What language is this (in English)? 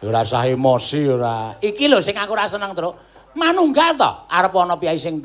Javanese